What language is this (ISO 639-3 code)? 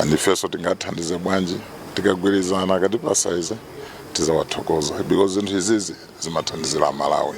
nya